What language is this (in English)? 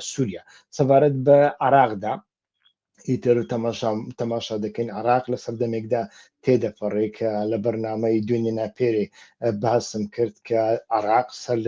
Central Kurdish